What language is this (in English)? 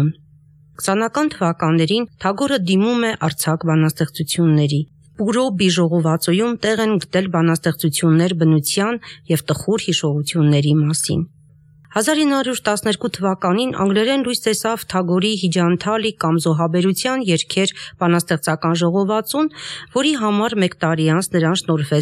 Armenian